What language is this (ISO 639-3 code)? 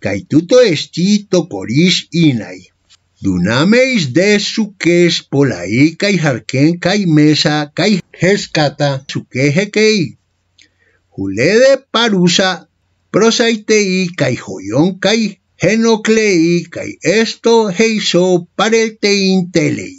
grc